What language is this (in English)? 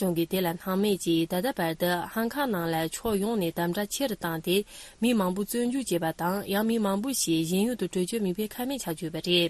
Tibetan